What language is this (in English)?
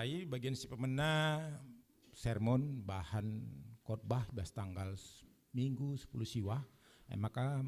Batak Karo